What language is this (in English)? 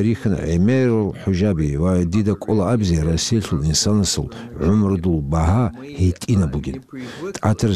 Avaric